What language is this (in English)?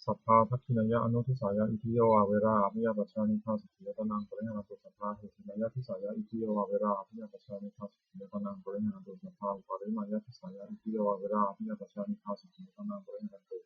Pali